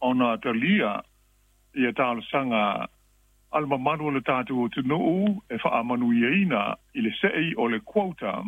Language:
Samoan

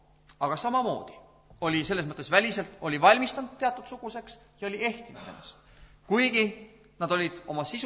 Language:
Estonian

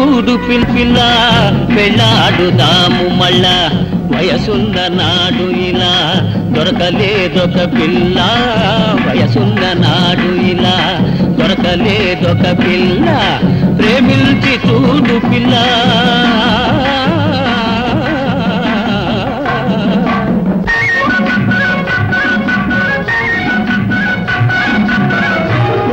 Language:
Telugu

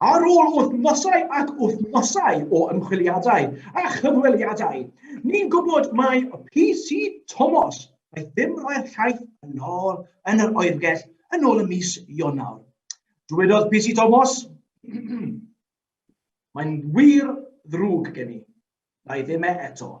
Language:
Welsh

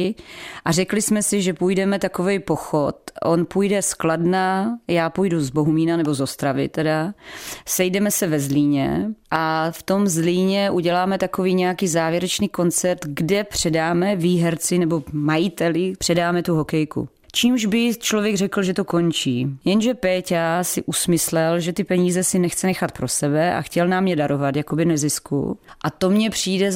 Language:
Czech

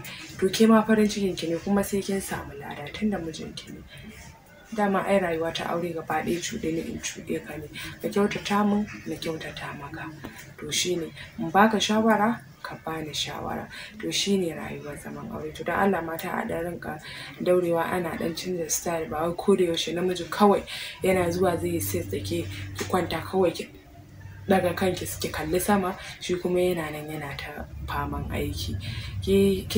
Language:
Hausa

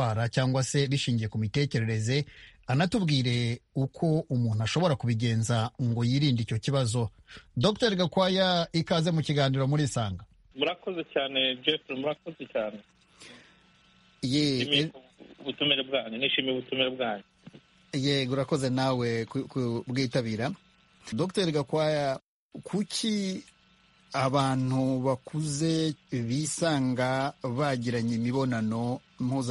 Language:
Kinyarwanda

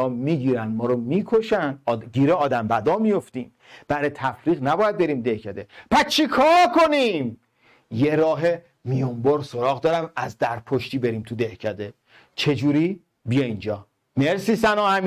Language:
Persian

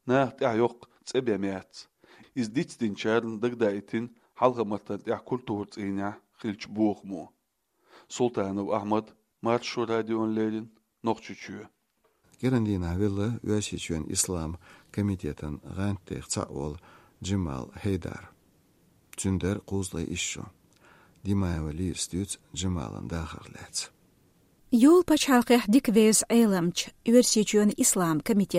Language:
Chechen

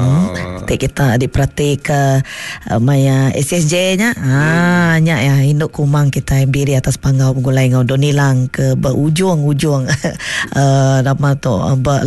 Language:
Iban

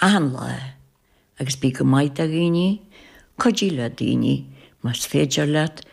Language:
Irish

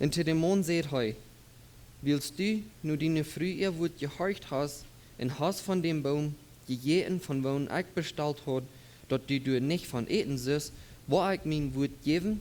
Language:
Plautdietsch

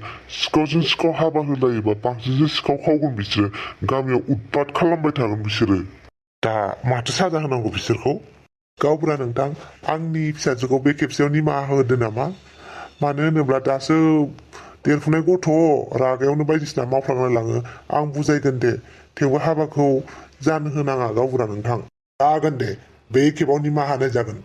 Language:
Bodo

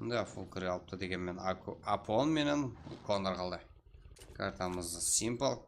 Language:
Kara-Kalpak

